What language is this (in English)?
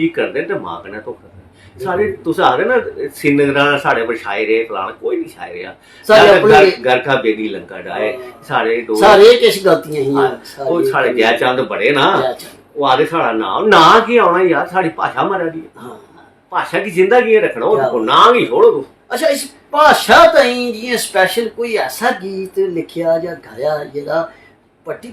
Dogri